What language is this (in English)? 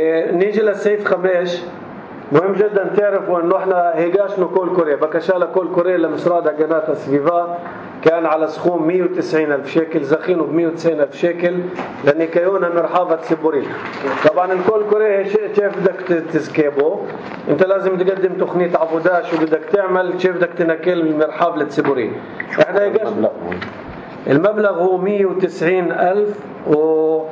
North Levantine Arabic